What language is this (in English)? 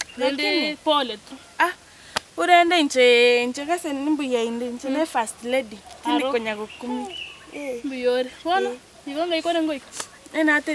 Gusii